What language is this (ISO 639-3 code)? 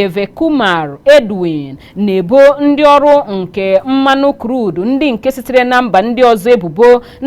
ibo